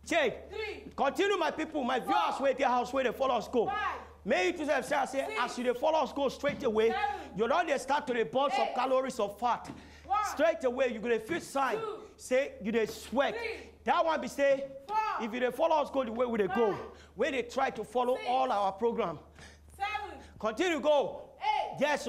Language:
Nigerian Pidgin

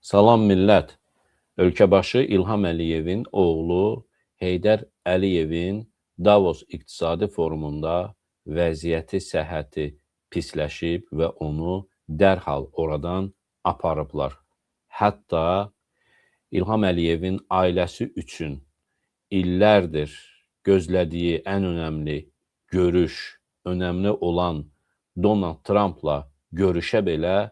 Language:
Azerbaijani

